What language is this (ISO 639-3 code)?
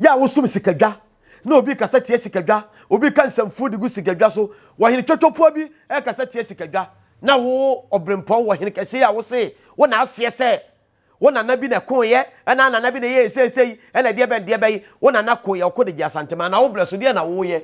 aka